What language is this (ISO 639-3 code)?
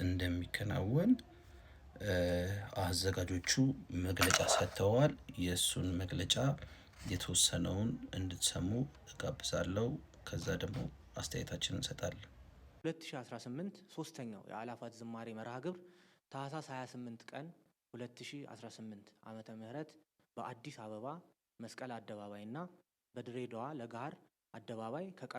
amh